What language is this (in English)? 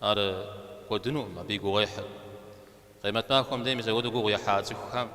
Kabardian